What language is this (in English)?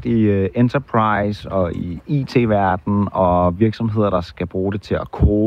Danish